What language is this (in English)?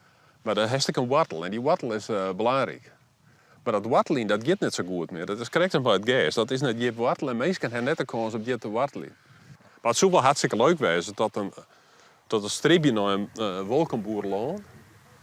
Western Frisian